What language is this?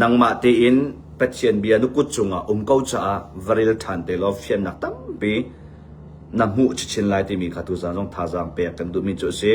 Hakha Chin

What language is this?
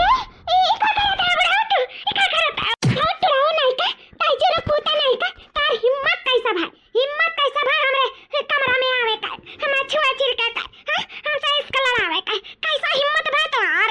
Awadhi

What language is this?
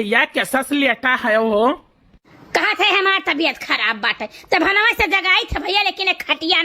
Awadhi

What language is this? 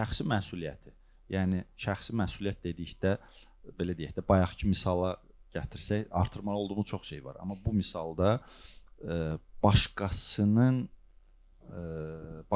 Azerbaijani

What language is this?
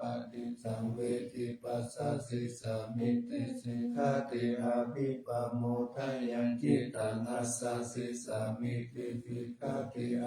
Pali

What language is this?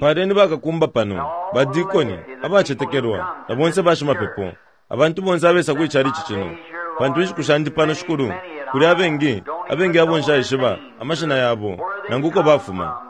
Bemba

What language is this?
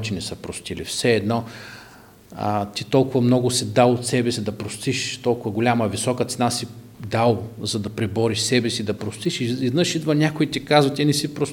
Bulgarian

